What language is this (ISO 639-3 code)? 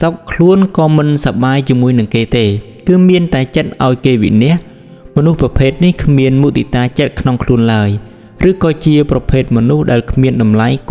khm